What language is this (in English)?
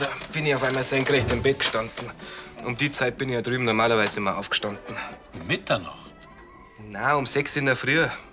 Bavarian